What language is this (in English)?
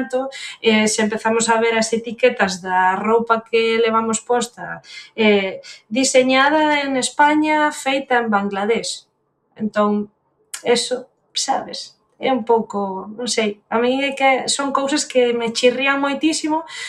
Galician